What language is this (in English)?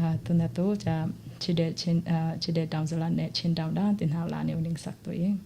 Falam Chin